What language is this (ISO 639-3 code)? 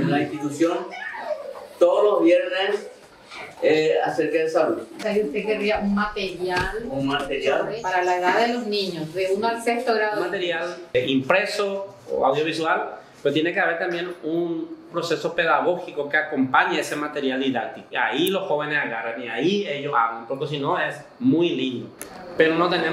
spa